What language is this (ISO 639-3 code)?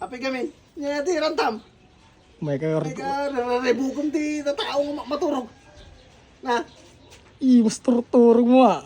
ilo